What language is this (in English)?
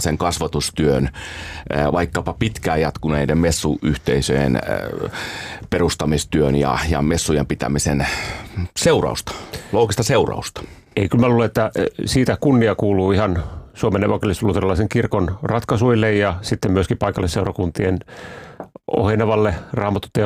Finnish